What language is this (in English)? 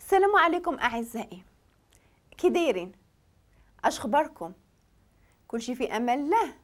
Moroccan Arabic